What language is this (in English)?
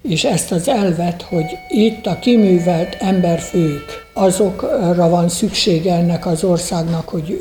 Hungarian